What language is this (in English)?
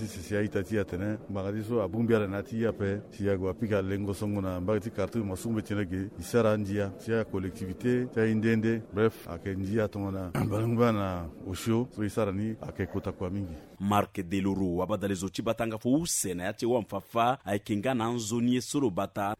Sango